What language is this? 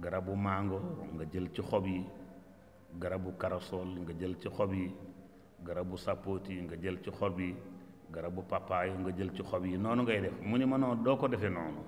Wolof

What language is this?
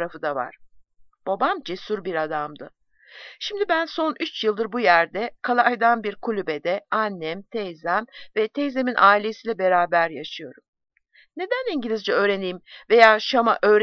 Turkish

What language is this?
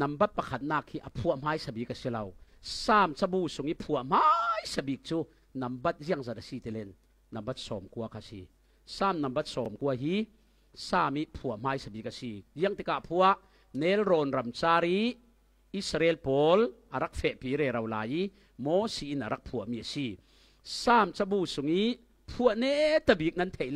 Falam Chin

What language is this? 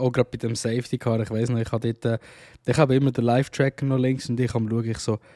Swiss German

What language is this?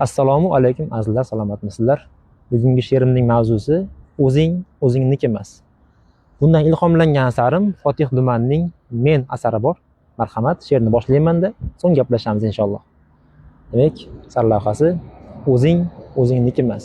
Uzbek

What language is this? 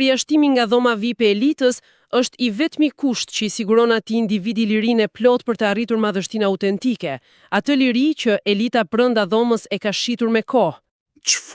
Albanian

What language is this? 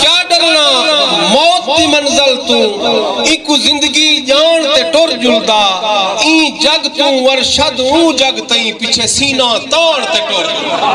Saraiki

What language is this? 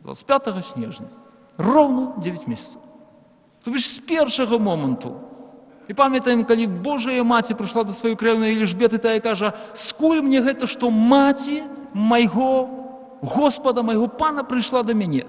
Belarusian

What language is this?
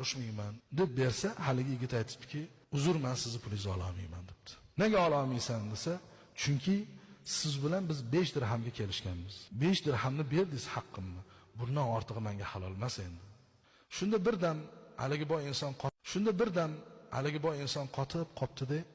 Uzbek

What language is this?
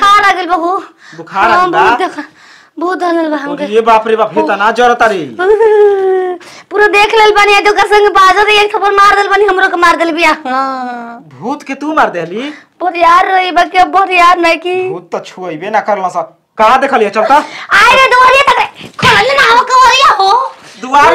Bhojpuri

